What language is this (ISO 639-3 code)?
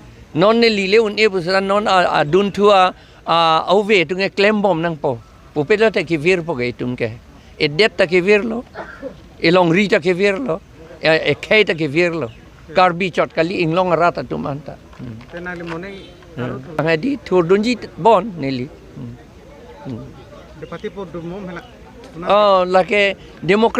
mjw